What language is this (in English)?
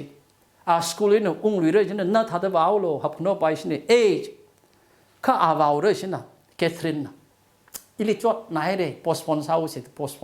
Tangkhul Naga (India)